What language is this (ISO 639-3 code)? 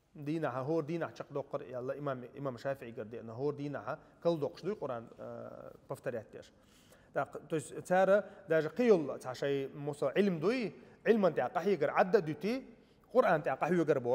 che